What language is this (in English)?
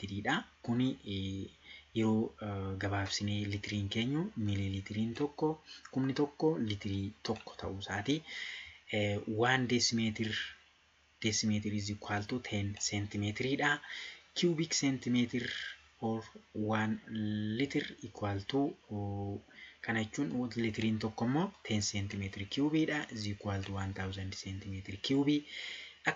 Oromo